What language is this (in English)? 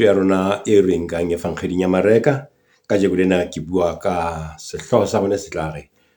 Southern Sotho